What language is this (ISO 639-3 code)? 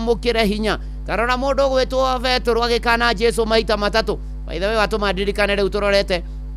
kik